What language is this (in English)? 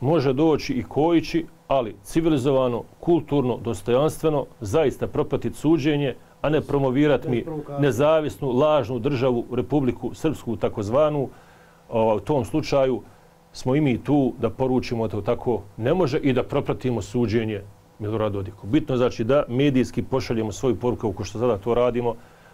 Bosnian